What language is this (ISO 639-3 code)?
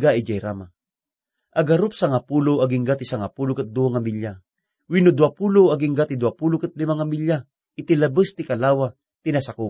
ilo